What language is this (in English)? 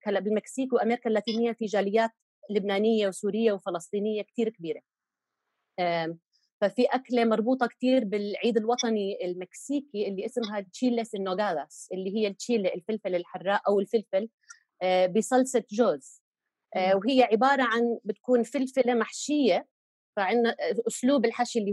North Levantine Arabic